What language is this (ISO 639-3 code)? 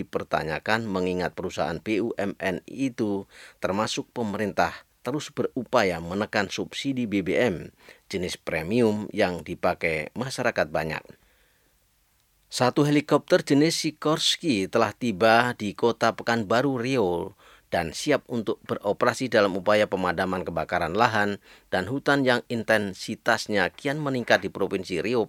ind